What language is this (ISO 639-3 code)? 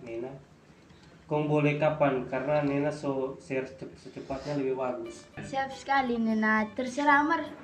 xmm